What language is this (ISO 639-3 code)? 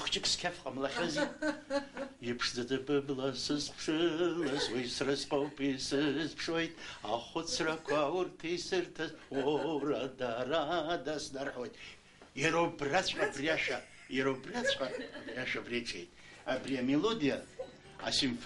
abk